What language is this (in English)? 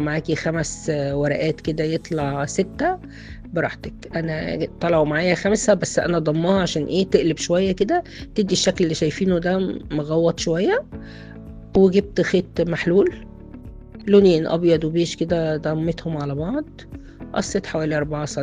Egyptian Arabic